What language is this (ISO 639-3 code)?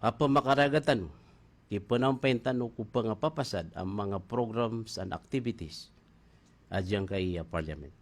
mrw